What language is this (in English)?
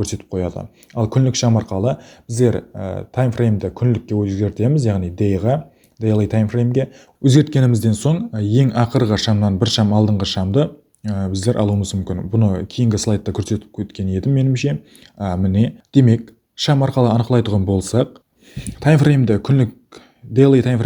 Kara-Kalpak